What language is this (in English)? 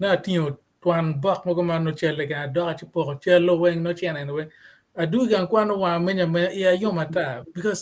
Acoli